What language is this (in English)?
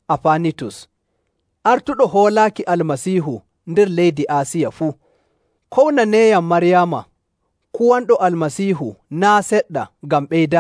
Nigerian Fulfulde